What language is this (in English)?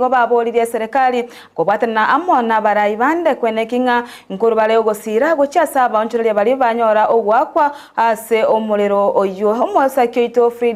Gusii